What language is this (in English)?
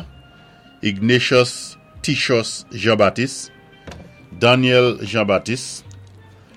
Saint Lucian Creole French